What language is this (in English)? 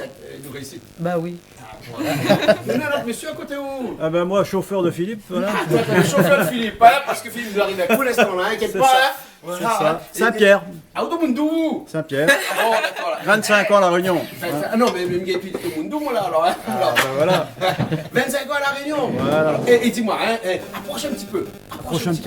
Réunion Creole French